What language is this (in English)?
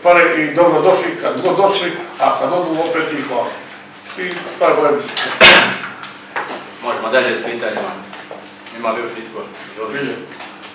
Croatian